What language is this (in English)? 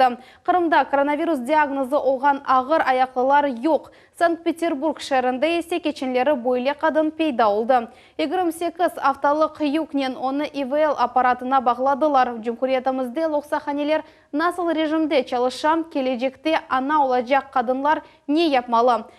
Crimean Tatar